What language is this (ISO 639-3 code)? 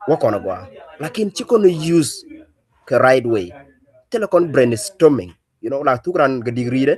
nus